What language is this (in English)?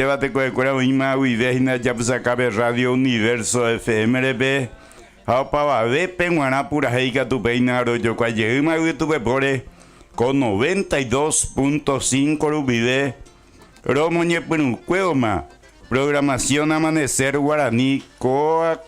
Guarani